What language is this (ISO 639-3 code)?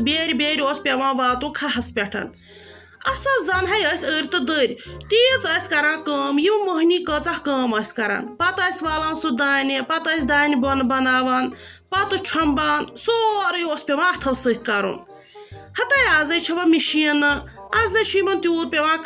kas